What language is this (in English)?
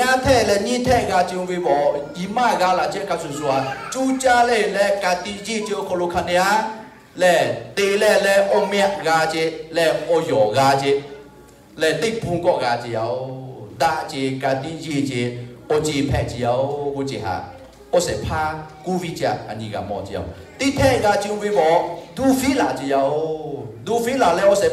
Lahu